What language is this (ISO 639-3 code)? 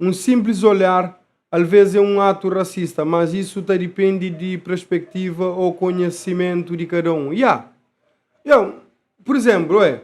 kea